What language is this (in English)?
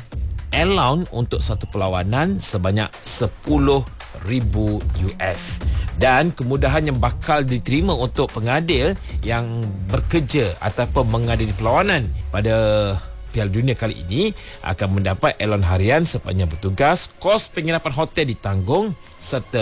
Malay